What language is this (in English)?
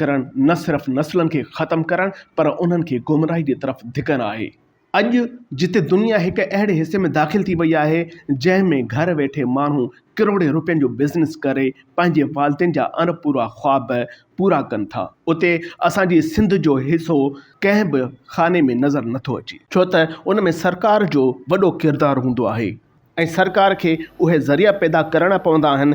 Sindhi